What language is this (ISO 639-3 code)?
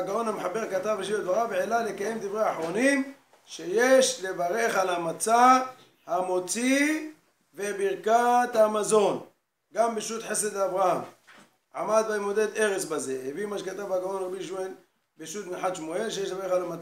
heb